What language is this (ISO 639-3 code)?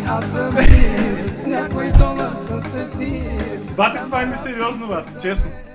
bul